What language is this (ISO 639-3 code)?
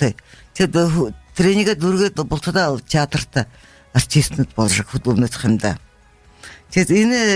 bua